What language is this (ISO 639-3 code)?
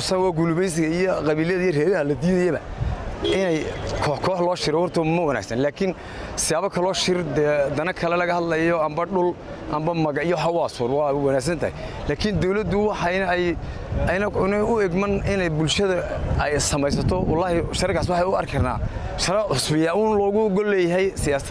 som